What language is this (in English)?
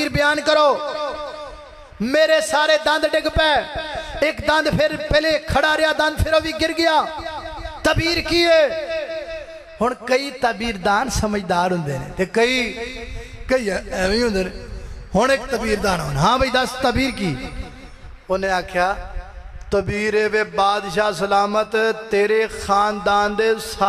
Western Panjabi